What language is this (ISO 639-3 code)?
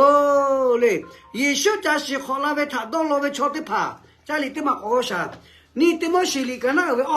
lhu